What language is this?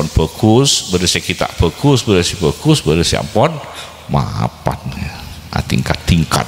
Madurese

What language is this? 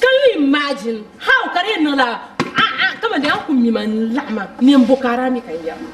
Dagbani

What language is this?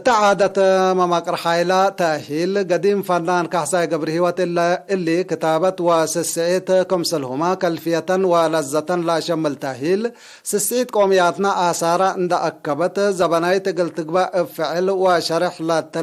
Tigre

